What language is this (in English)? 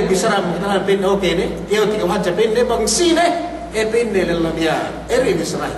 Yakan